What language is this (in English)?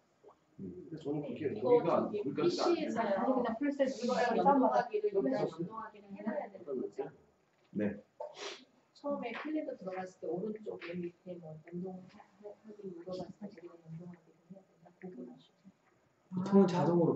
Korean